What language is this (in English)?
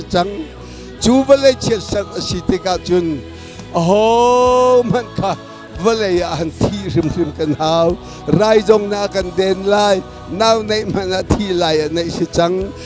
Hakha Chin